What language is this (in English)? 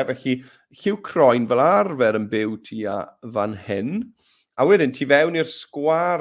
Welsh